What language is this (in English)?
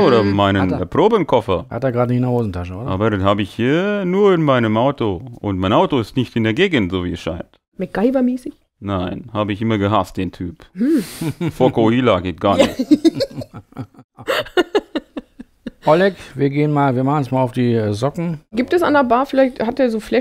German